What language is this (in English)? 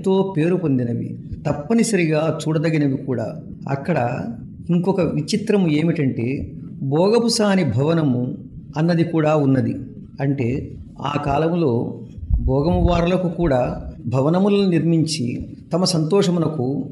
Telugu